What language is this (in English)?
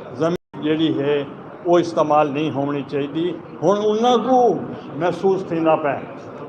Saraiki